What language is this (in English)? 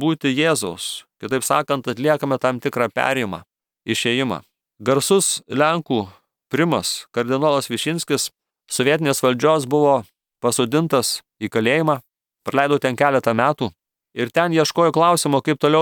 Lithuanian